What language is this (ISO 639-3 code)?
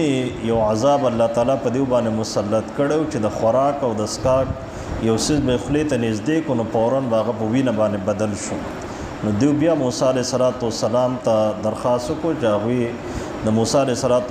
pus